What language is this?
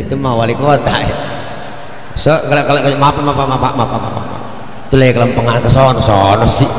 Betawi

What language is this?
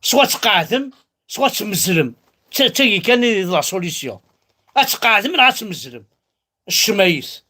Kabyle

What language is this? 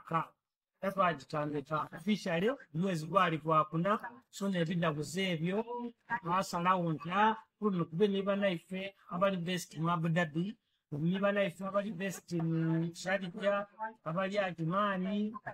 Soga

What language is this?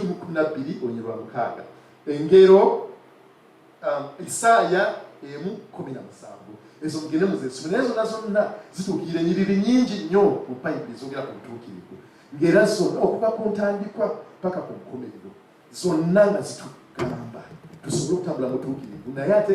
Ganda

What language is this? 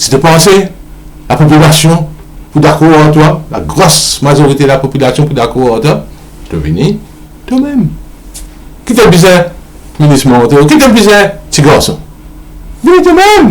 Morisyen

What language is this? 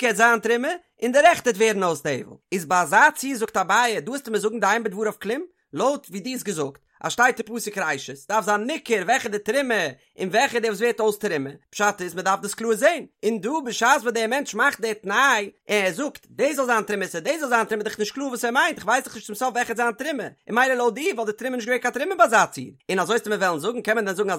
Yiddish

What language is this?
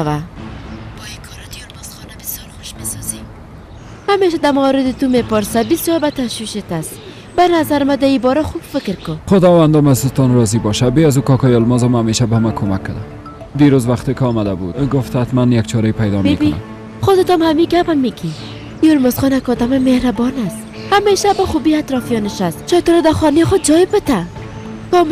Persian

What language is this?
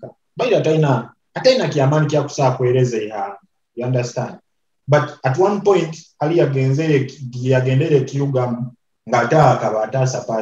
Nyoro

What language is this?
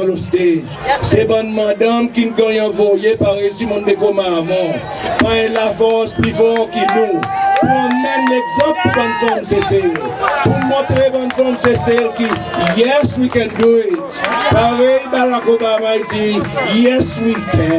Seselwa Creole French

